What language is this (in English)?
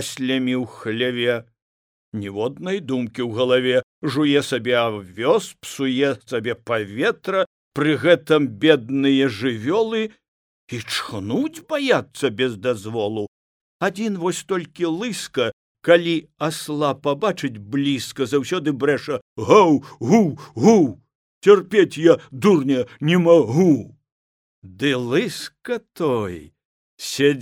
Belarusian